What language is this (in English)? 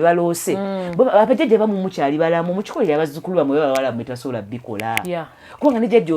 Ganda